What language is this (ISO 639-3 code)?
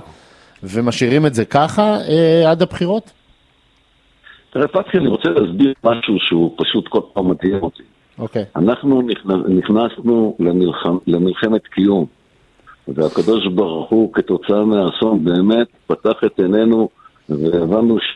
heb